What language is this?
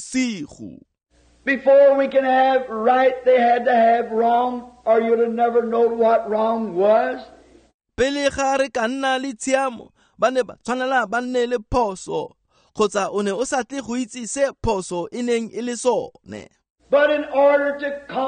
Tswana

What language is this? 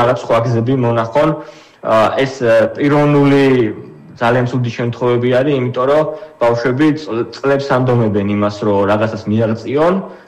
Georgian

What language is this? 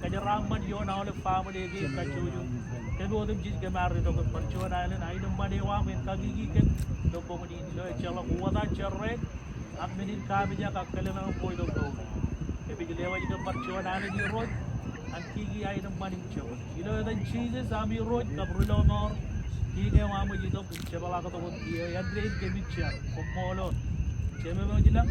Marshallese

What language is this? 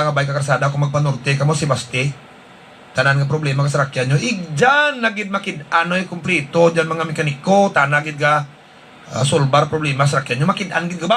Hiligaynon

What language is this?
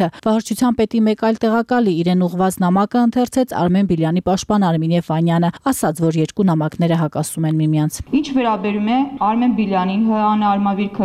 Armenian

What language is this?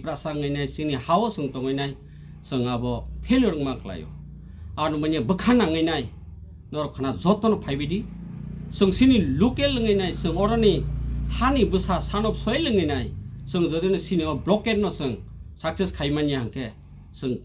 Kok Borok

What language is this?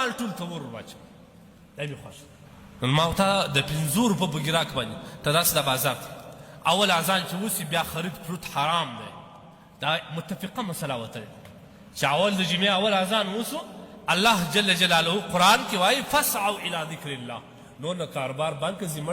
Pashto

